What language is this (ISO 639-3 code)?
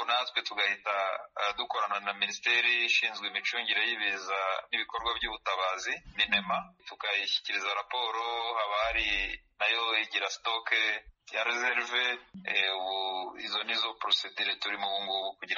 kin